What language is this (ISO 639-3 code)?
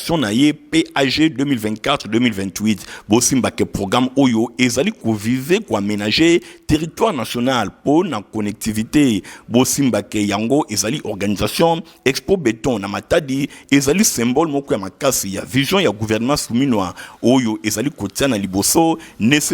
lin